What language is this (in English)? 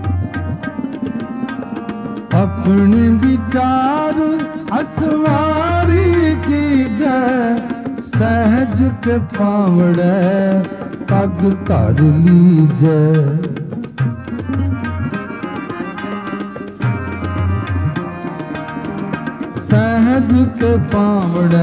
Punjabi